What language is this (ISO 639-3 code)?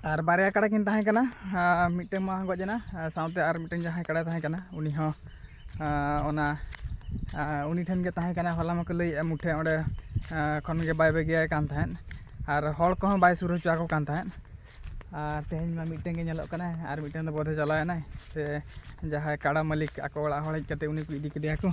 sat